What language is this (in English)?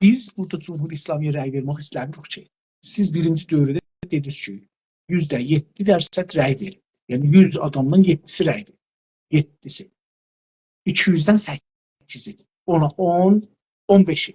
South Azerbaijani